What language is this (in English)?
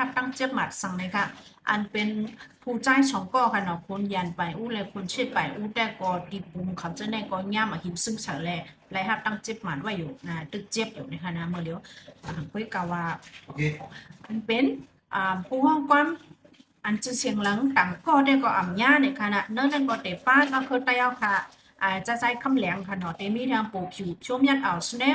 Shan